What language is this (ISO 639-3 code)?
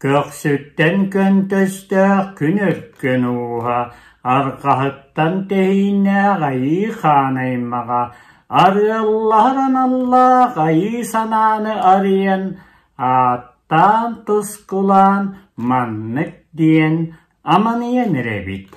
sah